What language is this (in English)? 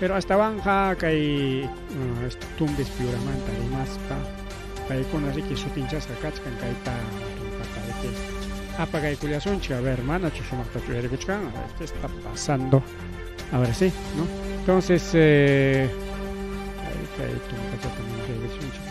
Ayacucho Quechua